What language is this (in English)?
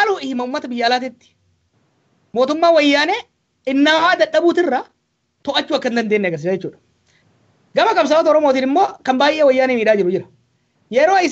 Oromo